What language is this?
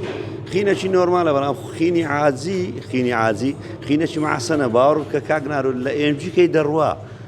Central Kurdish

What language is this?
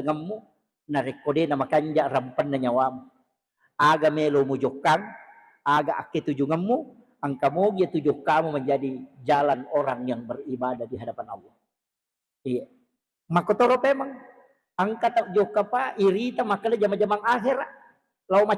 Buginese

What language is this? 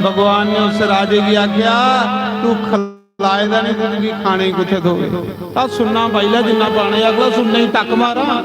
Dogri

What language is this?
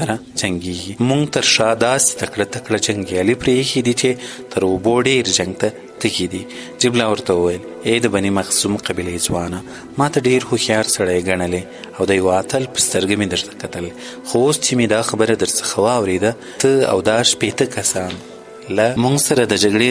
Pashto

